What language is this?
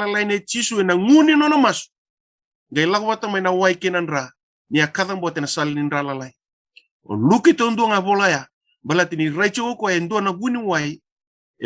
Fijian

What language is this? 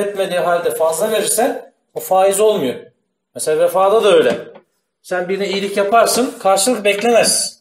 Turkish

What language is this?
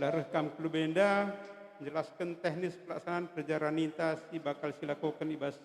Batak Karo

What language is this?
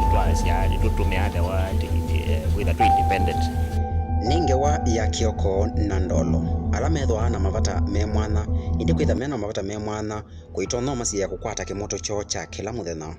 Kamba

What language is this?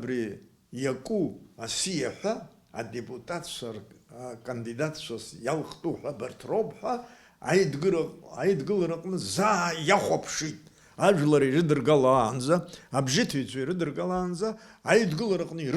Abkhazian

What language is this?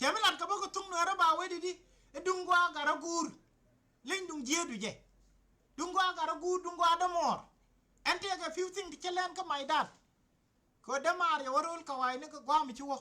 Nuer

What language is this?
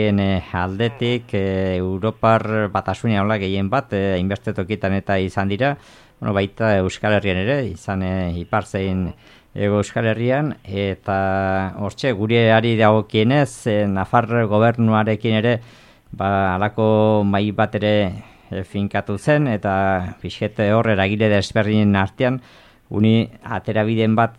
Basque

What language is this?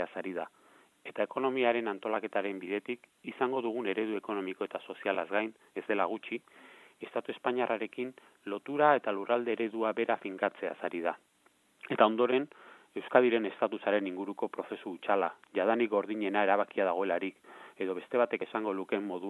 Basque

